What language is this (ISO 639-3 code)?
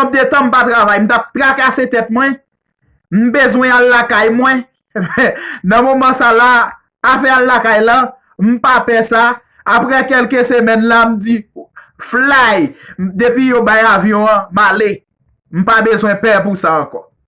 hat